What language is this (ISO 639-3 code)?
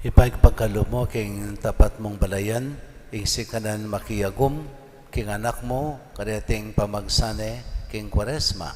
pam